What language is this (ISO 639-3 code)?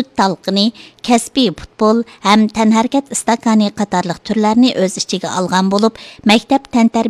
uig